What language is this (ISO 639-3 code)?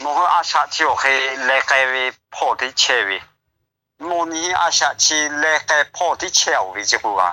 lhu